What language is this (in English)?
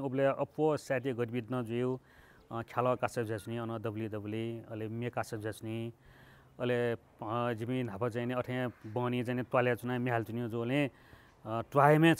Newari